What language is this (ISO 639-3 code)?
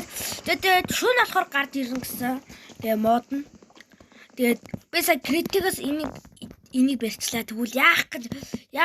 mon